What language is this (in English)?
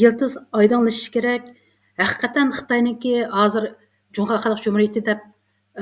Uyghur